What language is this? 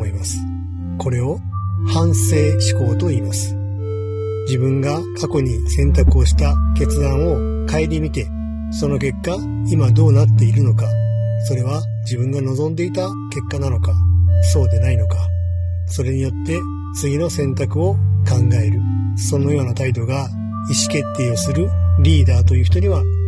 Japanese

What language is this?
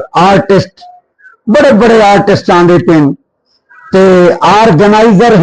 Saraiki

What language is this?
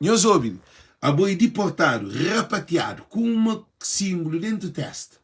Kabuverdianu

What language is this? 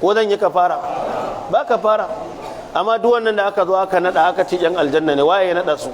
Hausa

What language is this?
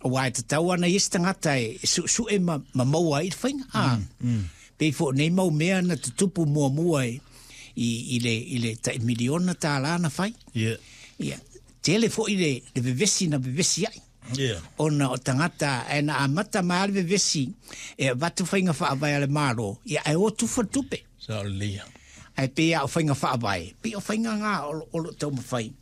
Samoan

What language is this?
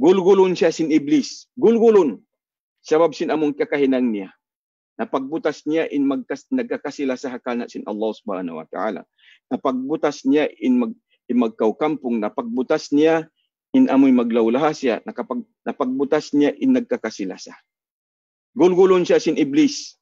Tausug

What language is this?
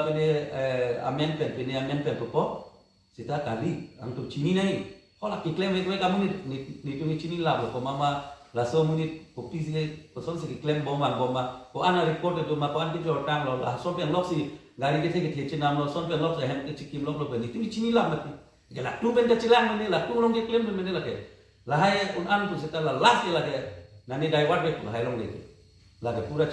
Karbi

